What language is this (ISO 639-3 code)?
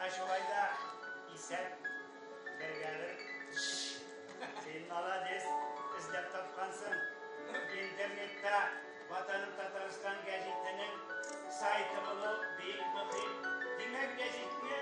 tat